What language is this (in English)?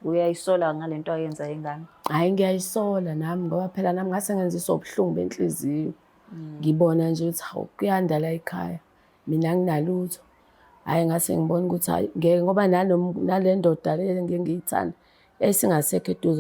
Zulu